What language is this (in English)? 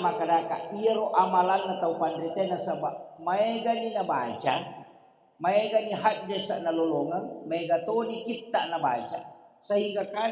Buginese